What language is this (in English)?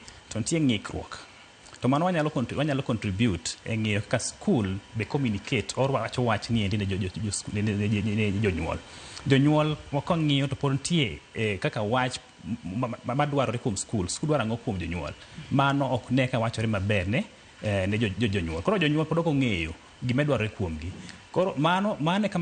Luo (Kenya and Tanzania)